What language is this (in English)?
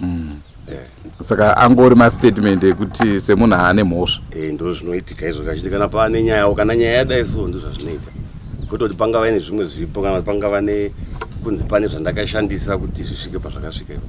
Shona